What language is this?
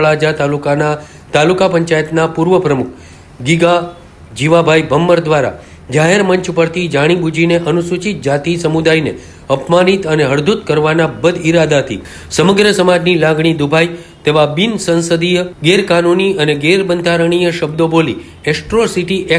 Gujarati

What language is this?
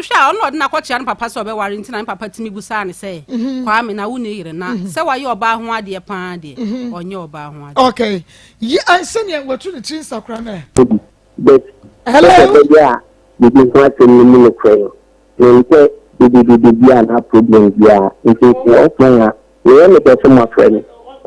Akan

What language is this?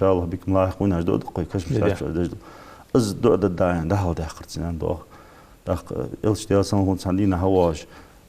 Ingush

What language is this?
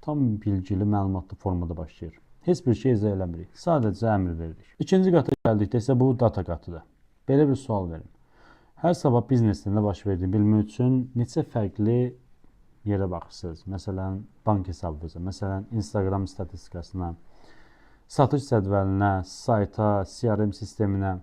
Azerbaijani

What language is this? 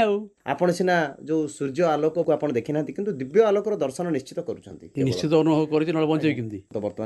Odia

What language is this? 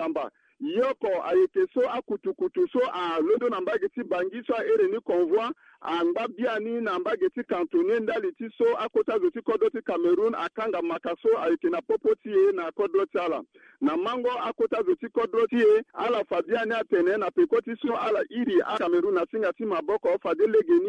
Sango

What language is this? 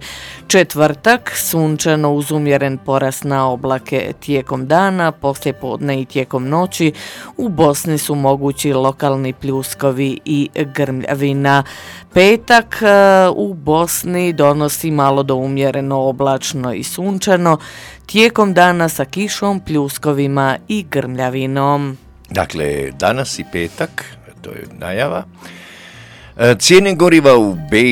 Croatian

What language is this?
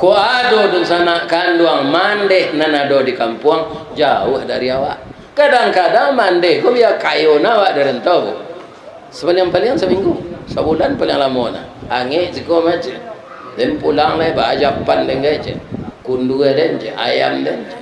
Minangkabau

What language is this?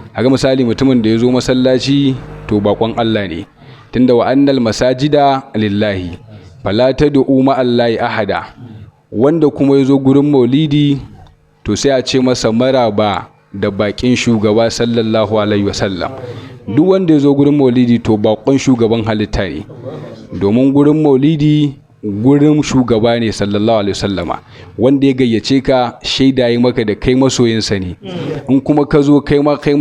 Hausa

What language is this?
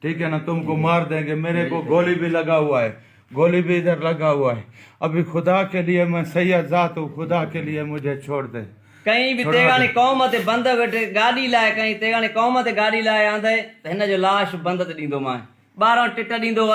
Saraiki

